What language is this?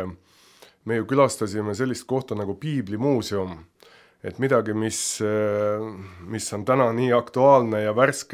Estonian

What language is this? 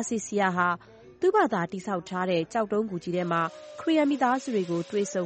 Burmese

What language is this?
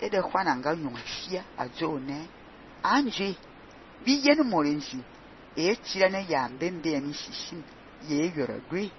Fang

